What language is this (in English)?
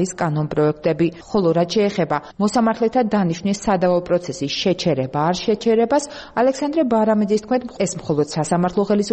Georgian